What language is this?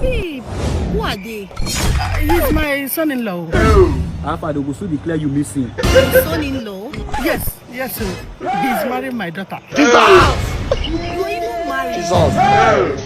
Nigerian Pidgin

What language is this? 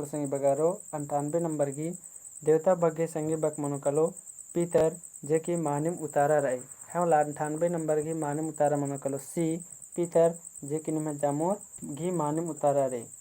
Kurukh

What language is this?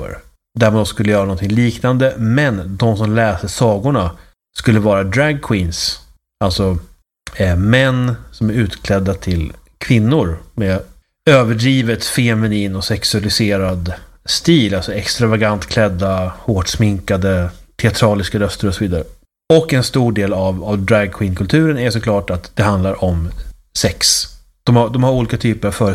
Swedish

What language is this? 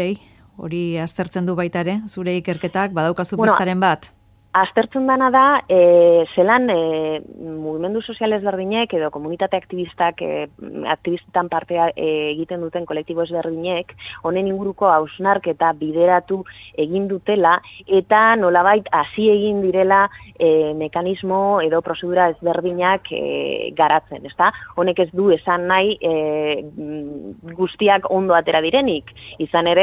Basque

